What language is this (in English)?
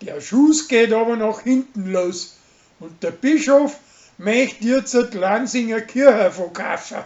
Bavarian